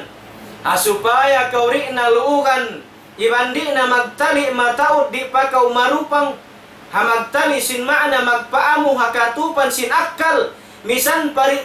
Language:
Tausug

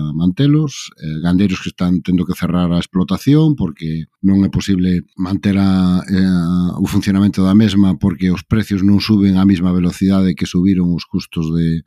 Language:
Galician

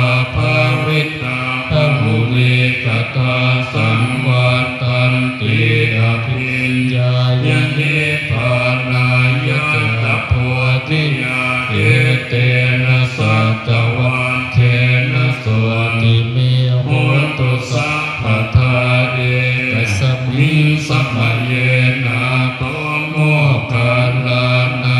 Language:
Pali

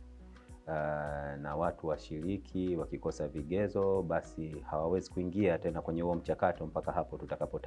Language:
Swahili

